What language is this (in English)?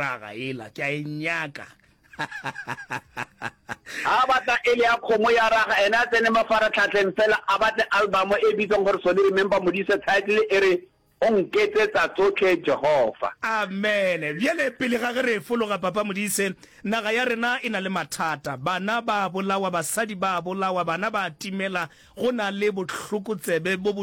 Northern Sotho